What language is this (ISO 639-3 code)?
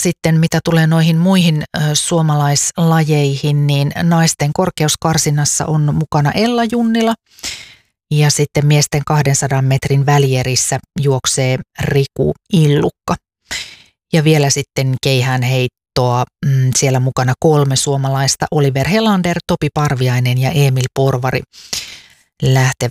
fin